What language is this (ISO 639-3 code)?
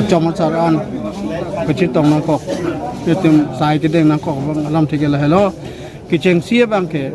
mjw